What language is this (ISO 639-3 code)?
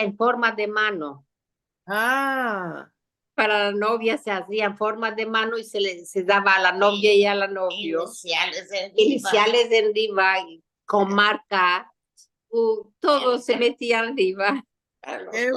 lad